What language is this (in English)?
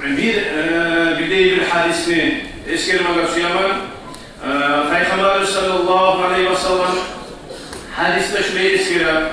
Kumyk